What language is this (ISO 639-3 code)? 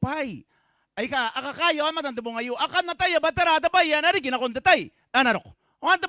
gil